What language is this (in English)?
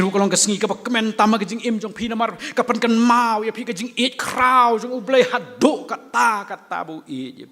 Khasi